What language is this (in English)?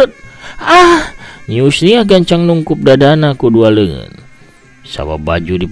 Sundanese